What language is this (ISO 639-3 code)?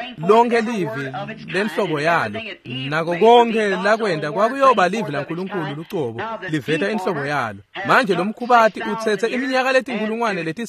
ssw